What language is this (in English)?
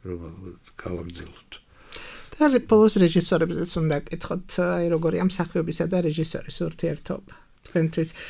Georgian